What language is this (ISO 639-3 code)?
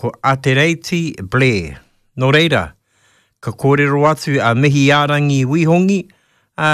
mri